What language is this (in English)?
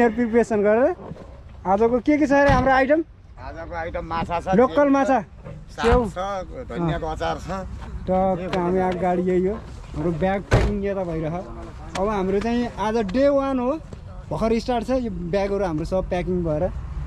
Nepali